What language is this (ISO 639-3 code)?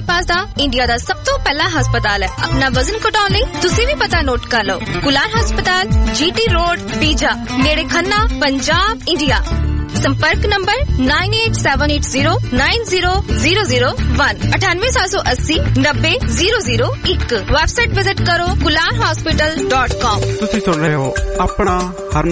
pan